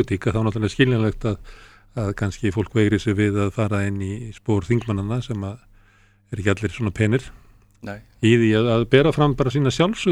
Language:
Icelandic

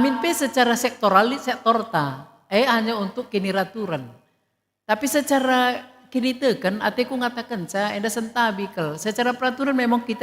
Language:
Batak Karo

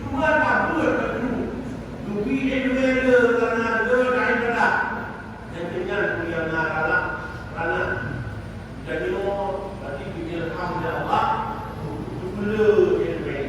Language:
Achinese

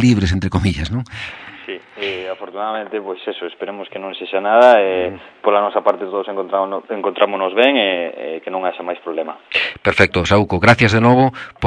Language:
Galician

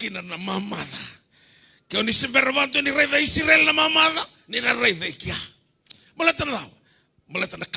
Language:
Fijian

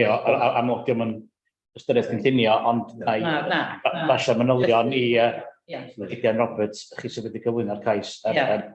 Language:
Welsh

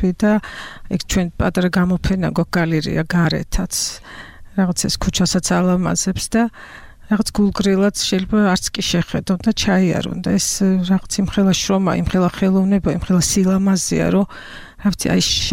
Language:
Georgian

